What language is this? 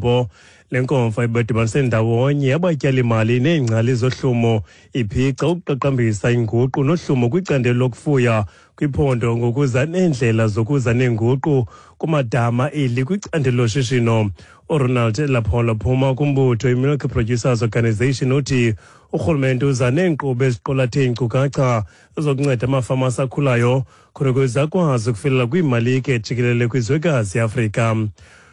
Xhosa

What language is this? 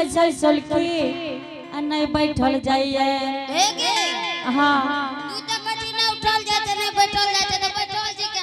Angika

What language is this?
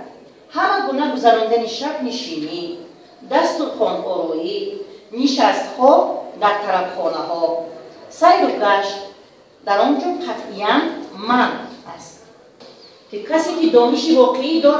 Tajik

